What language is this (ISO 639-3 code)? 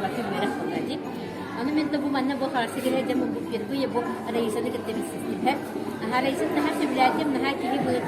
sah